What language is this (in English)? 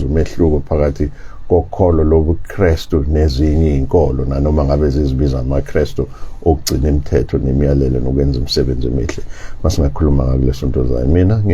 Zulu